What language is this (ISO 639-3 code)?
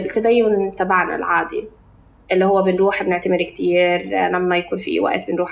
apc